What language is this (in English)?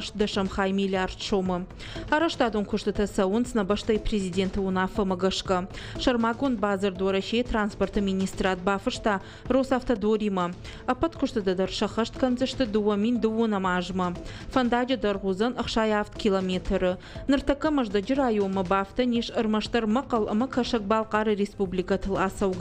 Ossetic